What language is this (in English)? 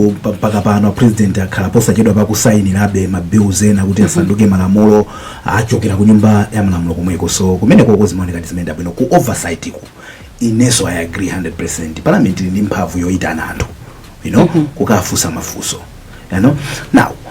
Nyanja